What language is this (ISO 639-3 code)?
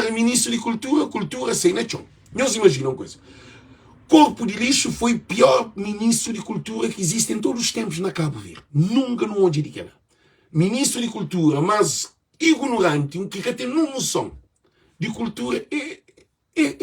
kea